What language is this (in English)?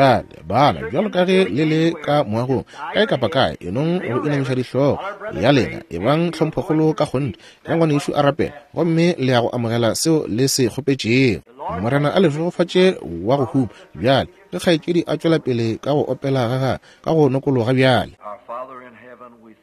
Northern Sotho